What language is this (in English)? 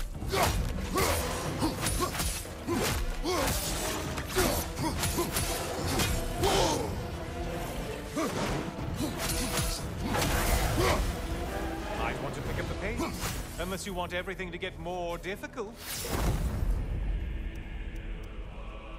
English